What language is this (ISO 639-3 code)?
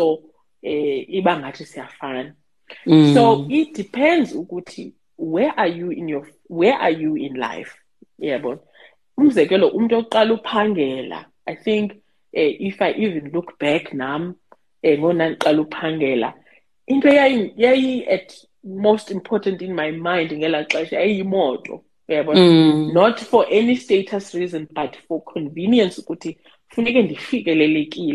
xho